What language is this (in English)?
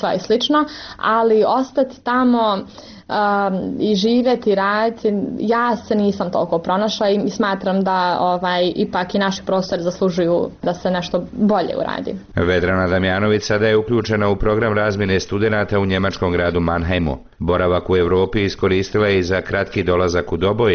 Bosnian